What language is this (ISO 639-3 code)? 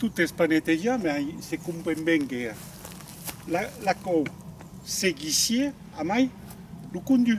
oci